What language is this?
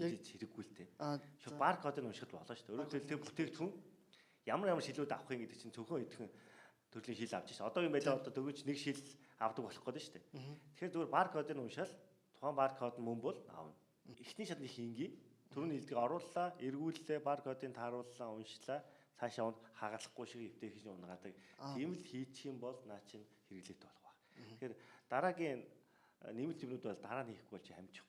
Mongolian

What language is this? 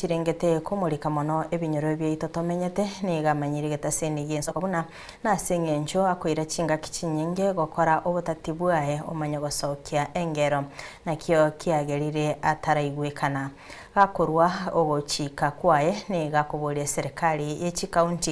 Gusii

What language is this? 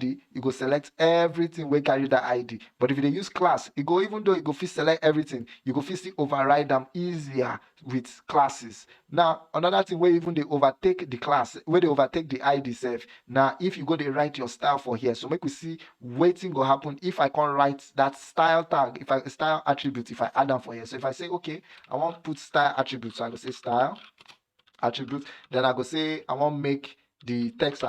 Nigerian Pidgin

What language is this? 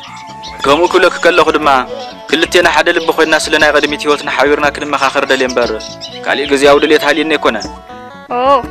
Tigrinya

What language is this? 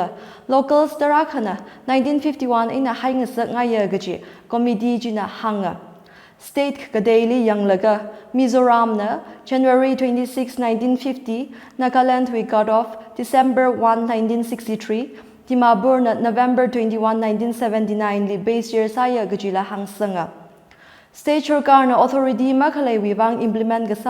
Tangkhul Naga (India)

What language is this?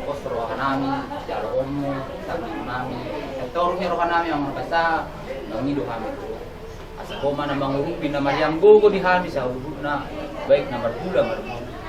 Batak Toba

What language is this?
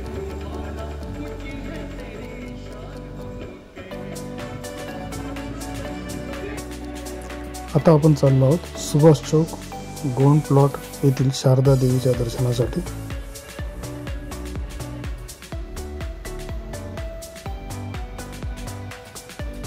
Marathi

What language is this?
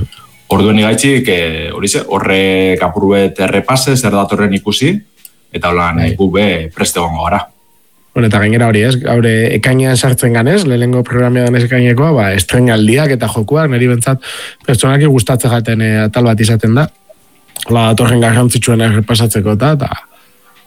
Basque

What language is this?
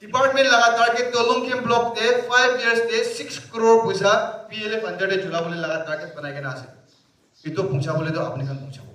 Naga Pidgin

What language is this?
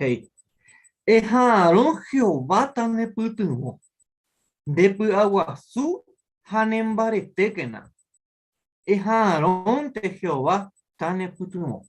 Guarani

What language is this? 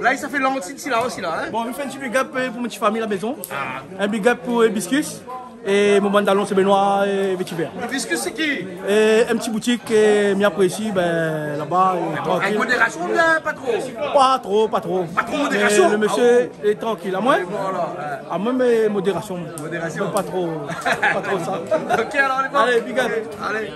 Réunion Creole French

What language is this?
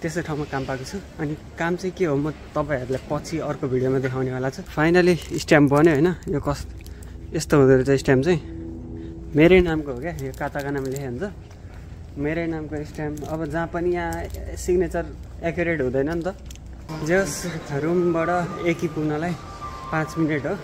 Nepali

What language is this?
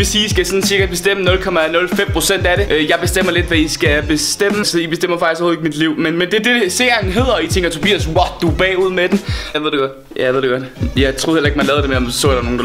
Danish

